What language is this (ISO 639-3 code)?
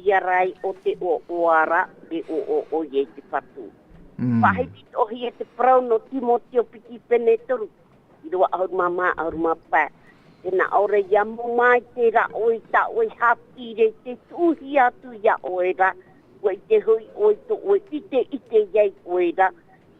tah